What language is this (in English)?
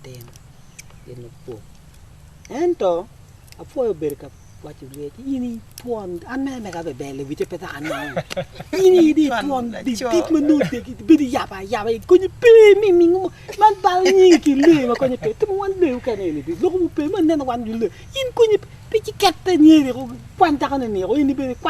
Acoli